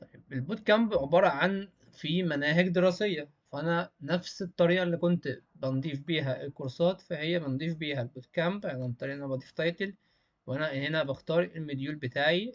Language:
Egyptian Arabic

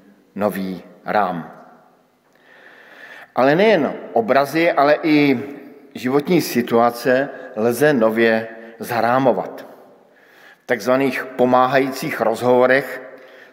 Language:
Czech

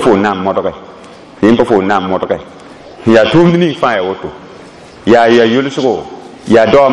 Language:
Mossi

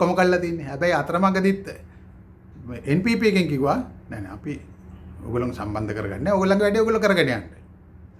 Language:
Sinhala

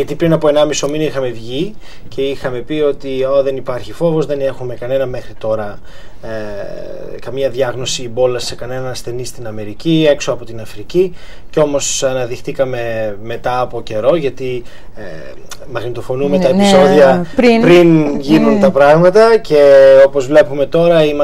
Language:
Greek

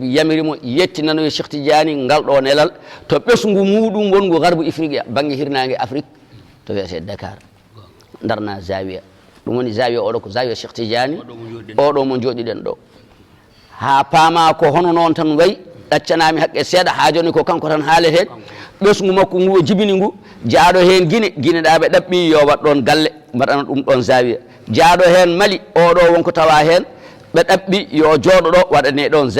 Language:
Fula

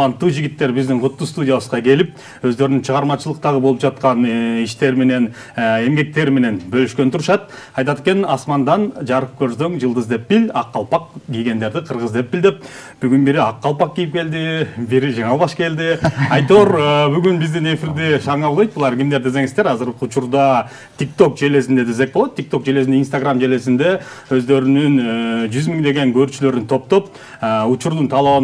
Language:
Kyrgyz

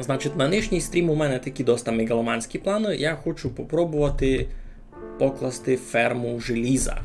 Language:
Rusyn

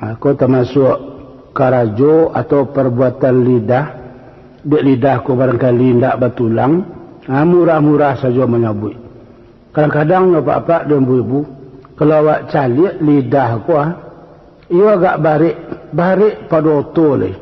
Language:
Minangkabau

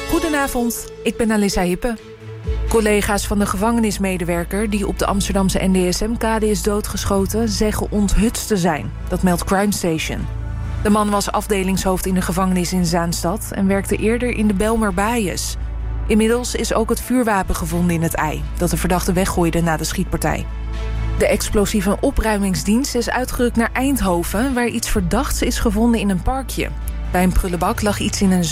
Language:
Dutch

